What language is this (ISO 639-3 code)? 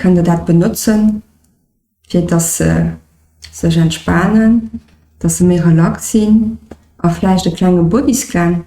ltz